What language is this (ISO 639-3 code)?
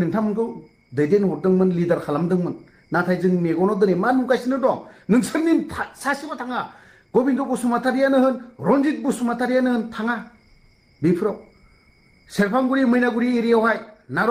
brx